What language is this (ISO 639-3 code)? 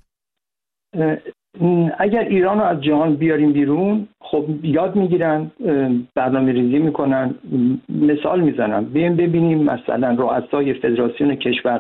fas